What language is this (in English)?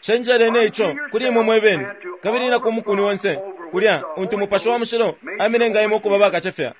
Bemba